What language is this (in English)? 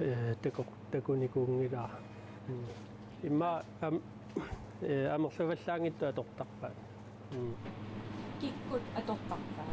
Kalaallisut